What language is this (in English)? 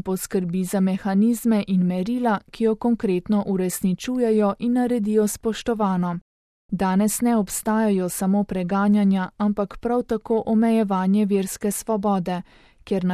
Slovenian